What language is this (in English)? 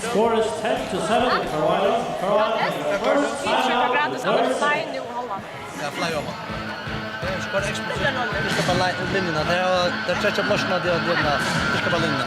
Faroese